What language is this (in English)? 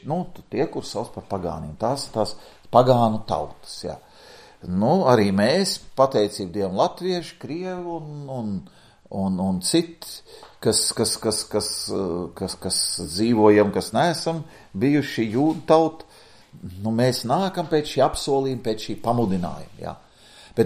Latvian